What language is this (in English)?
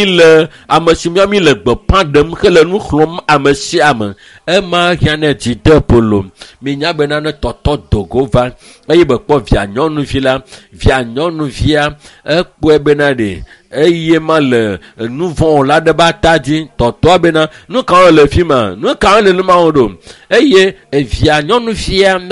Ewe